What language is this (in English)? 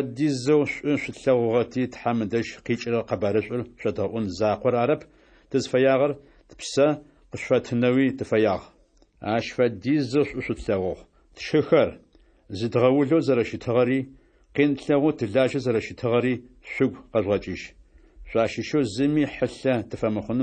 Adyghe